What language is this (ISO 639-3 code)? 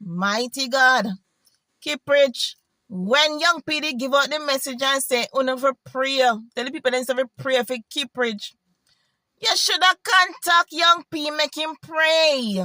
jam